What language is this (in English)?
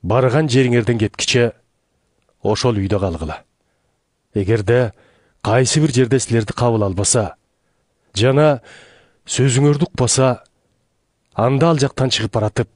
Kyrgyz